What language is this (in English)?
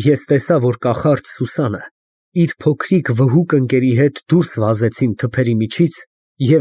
Armenian